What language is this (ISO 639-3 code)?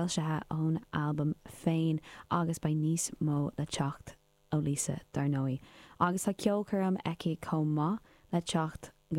gle